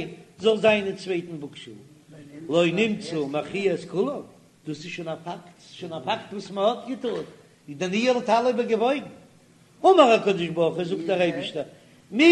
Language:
Yiddish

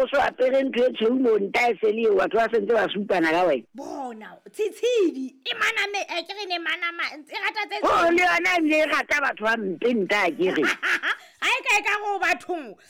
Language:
Southern Sotho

